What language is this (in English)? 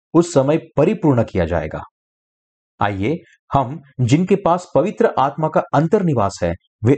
Hindi